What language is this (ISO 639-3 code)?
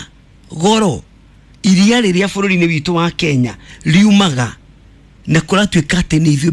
kik